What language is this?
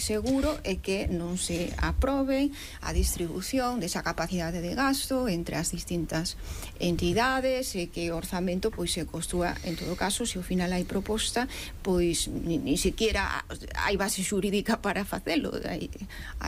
Galician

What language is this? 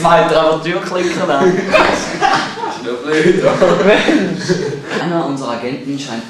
Swiss German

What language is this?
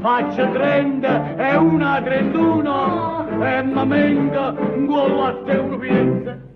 Neapolitan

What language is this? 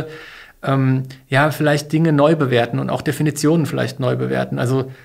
German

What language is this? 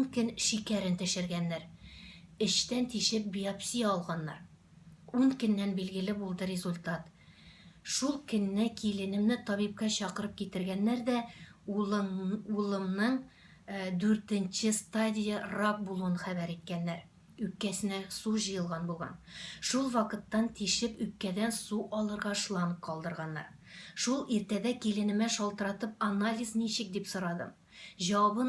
Tatar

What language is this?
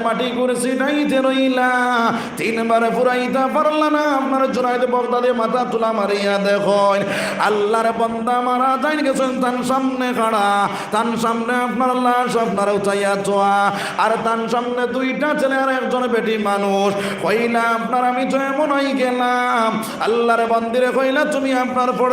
Sylheti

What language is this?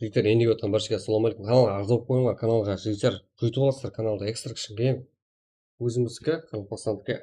Kara-Kalpak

